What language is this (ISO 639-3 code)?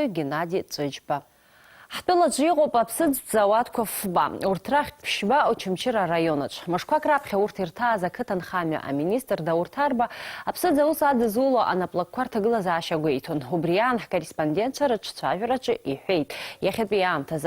abk